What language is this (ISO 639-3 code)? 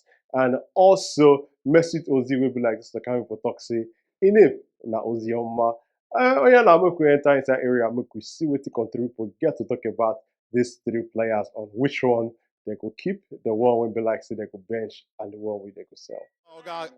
pcm